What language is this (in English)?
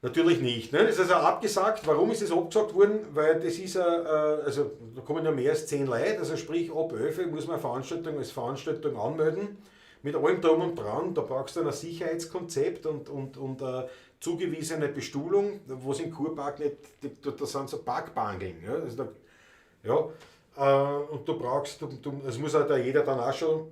Bavarian